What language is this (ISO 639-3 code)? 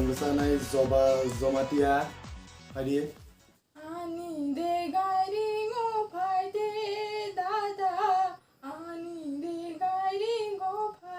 trp